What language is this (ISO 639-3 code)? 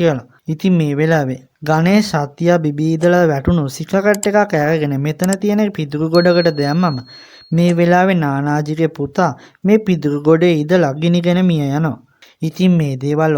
sin